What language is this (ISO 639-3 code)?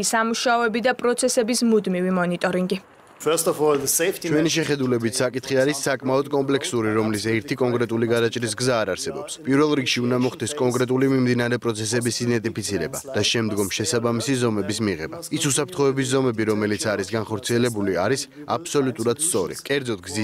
kat